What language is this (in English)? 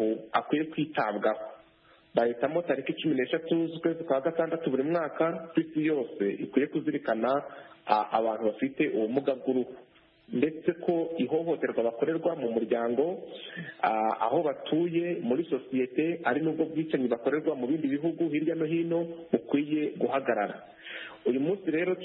Kinyarwanda